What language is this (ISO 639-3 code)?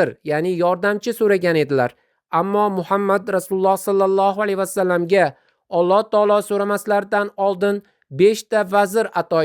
uzb